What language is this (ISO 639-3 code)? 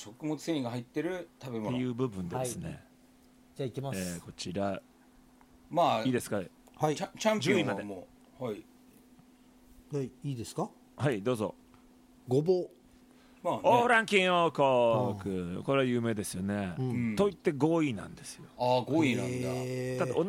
jpn